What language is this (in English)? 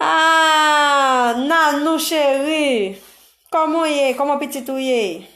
Haitian Creole